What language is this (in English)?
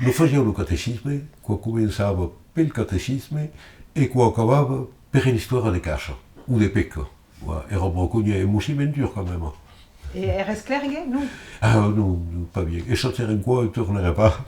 Occitan